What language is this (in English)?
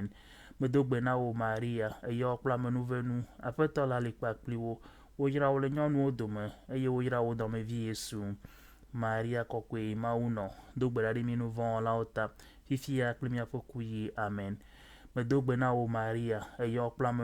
Ewe